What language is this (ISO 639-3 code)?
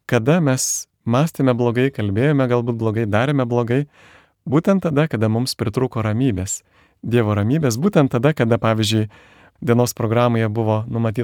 lit